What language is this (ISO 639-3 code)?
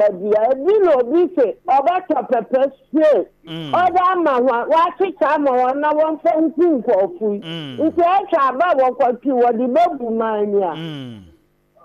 aka